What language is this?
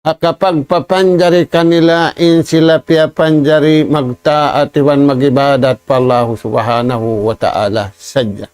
Tausug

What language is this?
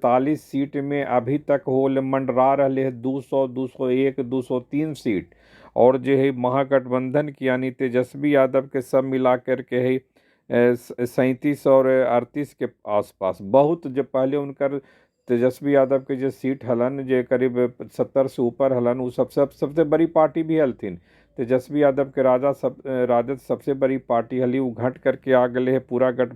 Magahi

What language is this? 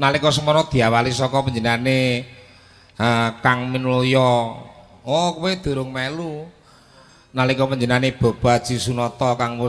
Javanese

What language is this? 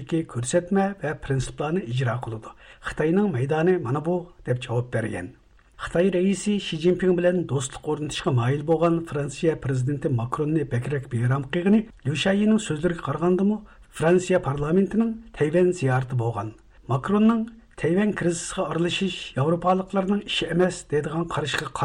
Uyghur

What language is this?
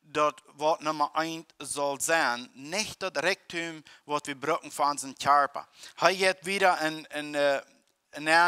Plautdietsch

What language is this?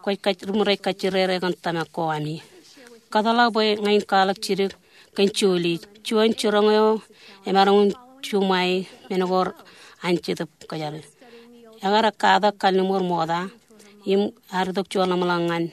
Marshallese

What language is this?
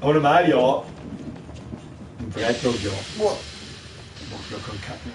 Bavarian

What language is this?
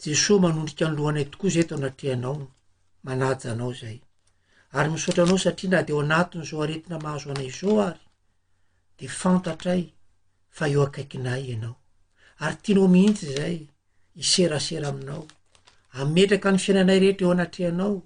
Malagasy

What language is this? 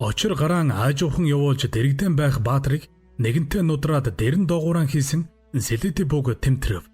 Mongolian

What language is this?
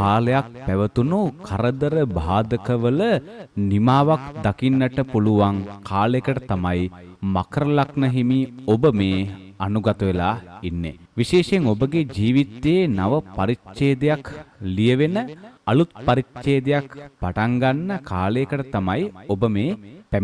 Sinhala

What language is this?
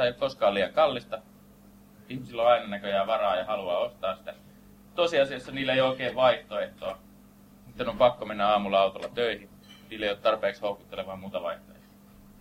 Finnish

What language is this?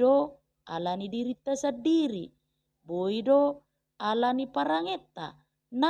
Batak Toba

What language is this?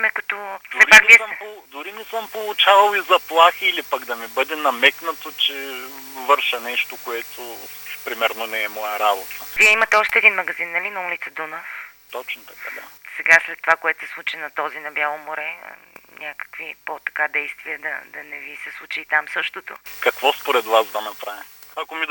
Bulgarian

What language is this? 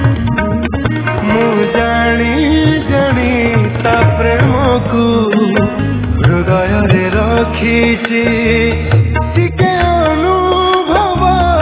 Odia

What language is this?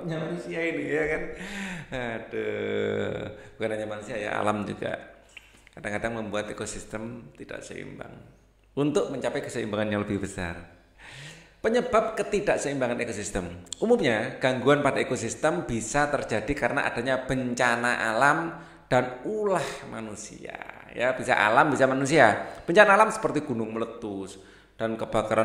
Indonesian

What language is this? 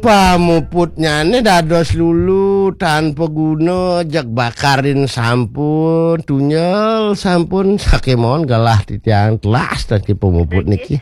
Balinese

